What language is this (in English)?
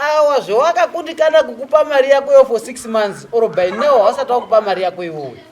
Shona